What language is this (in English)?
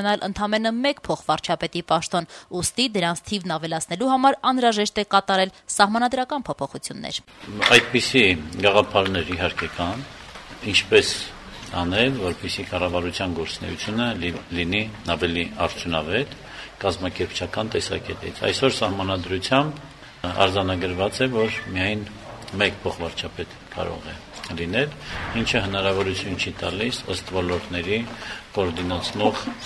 Armenian